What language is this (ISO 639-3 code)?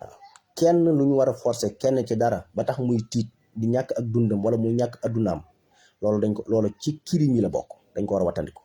wol